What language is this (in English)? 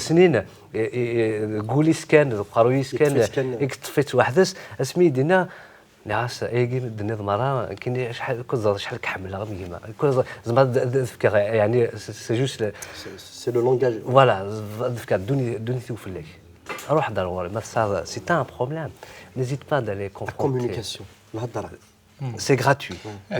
Kabyle